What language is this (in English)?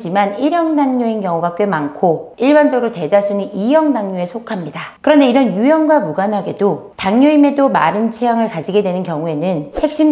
Korean